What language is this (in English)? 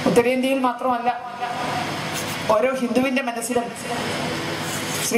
Malayalam